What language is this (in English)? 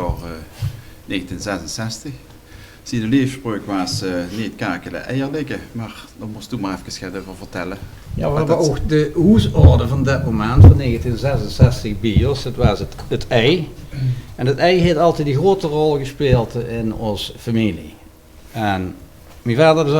Limburgish